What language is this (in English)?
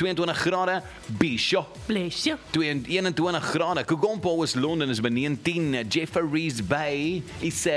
Afrikaans